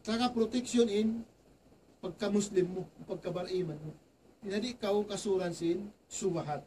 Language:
Tausug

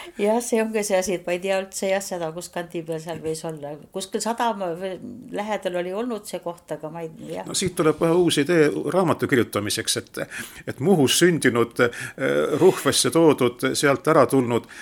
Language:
Estonian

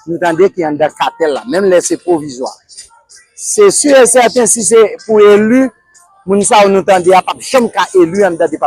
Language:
Haitian Creole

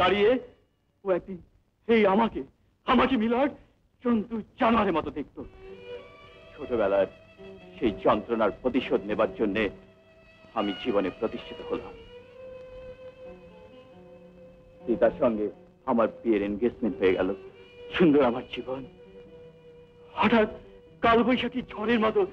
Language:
Bangla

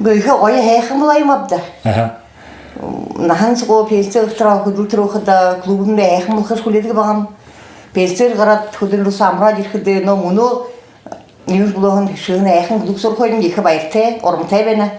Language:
Buriat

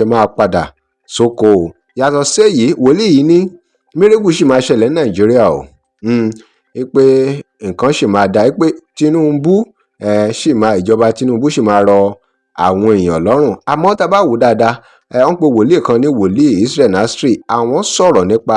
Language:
Yoruba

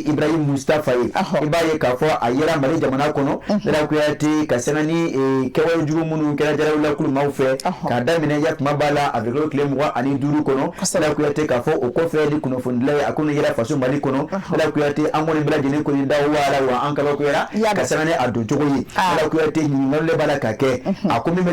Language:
Bambara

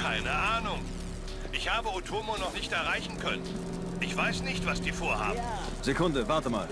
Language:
Bavarian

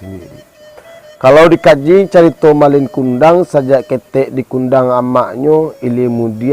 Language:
Minangkabau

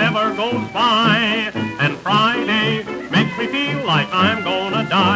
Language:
English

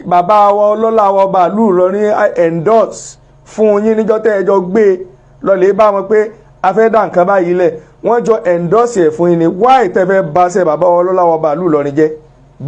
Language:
Yoruba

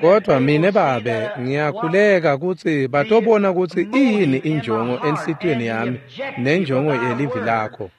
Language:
Swati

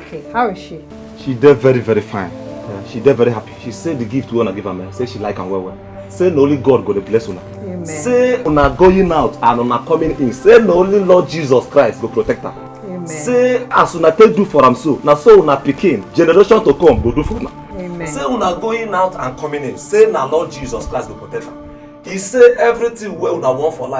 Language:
Nigerian Pidgin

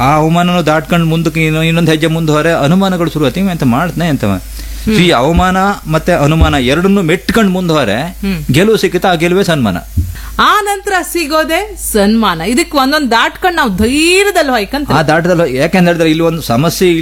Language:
Kannada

